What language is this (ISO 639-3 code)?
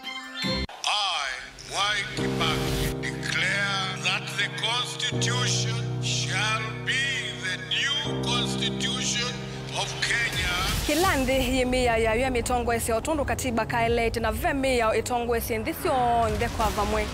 kam